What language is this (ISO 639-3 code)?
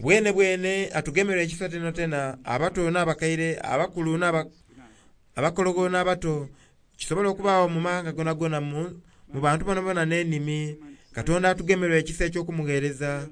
xog